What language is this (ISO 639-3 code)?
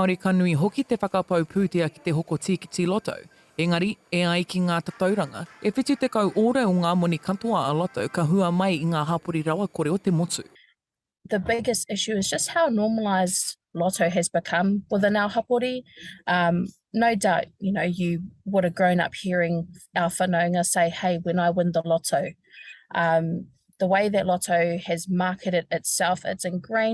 mri